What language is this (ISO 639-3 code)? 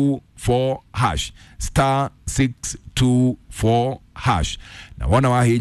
kik